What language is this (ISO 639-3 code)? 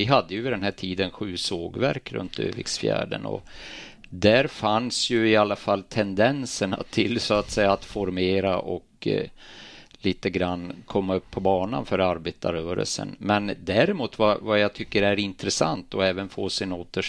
swe